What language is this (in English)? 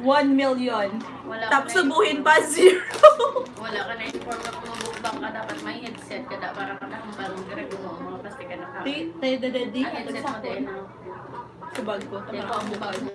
Hiligaynon